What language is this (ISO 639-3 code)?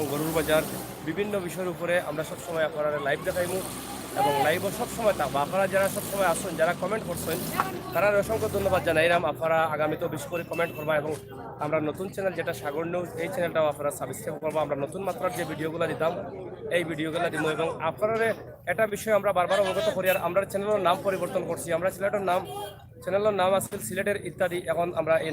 syl